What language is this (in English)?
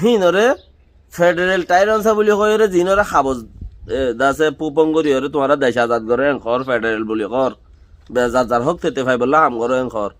Rohingya